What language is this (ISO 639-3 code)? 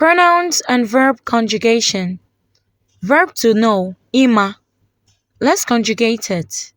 ibo